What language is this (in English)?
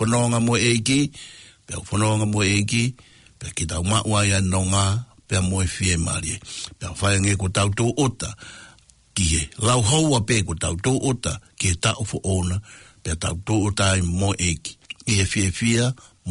Tongan